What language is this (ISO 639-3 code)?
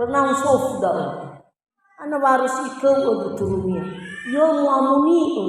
nia